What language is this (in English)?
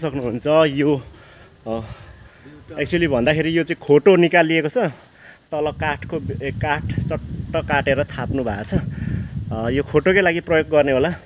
Nepali